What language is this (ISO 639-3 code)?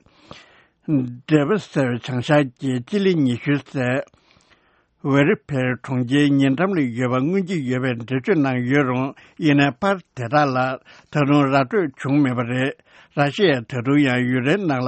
bod